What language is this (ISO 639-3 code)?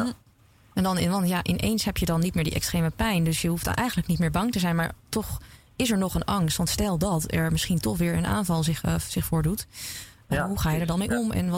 nld